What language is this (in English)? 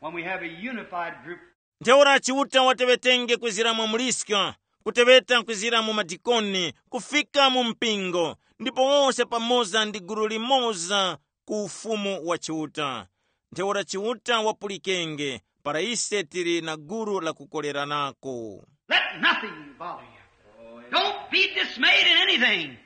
Tumbuka